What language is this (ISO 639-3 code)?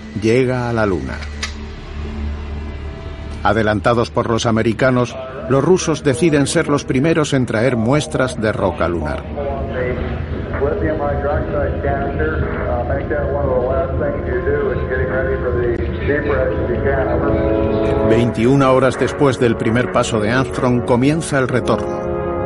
spa